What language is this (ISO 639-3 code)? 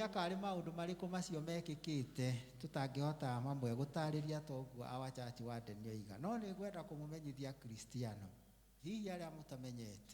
kik